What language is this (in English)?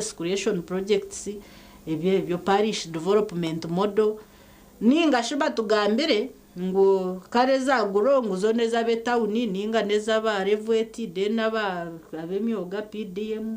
Nyankole